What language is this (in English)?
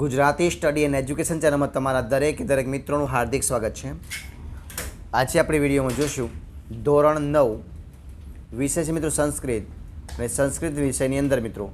Gujarati